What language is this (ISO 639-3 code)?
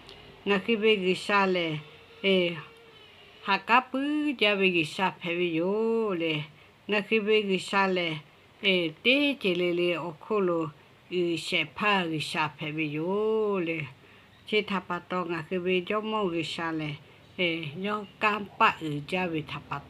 lhu